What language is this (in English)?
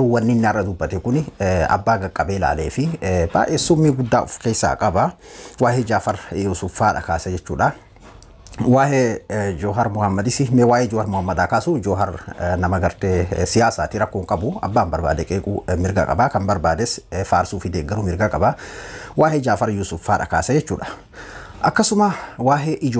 Oromo